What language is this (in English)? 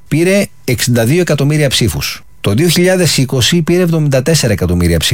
Greek